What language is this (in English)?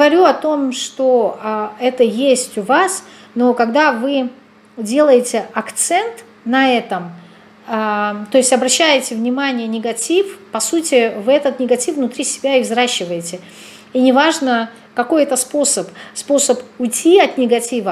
Russian